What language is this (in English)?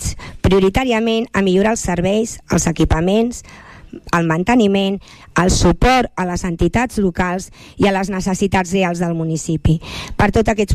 Catalan